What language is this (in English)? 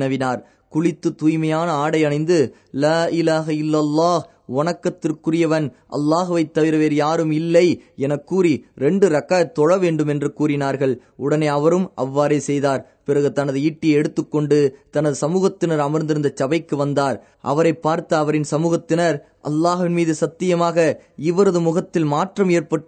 Tamil